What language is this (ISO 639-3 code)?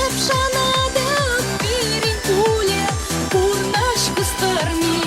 chv